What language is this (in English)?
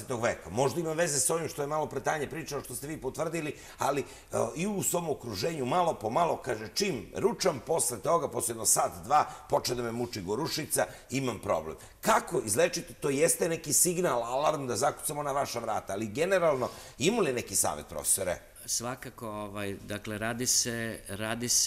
Serbian